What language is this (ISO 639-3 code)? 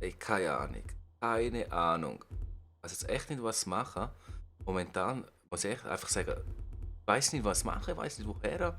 gsw